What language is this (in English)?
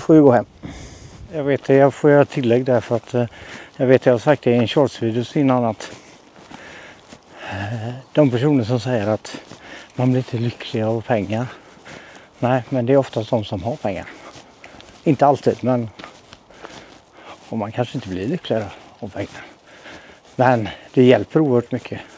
Swedish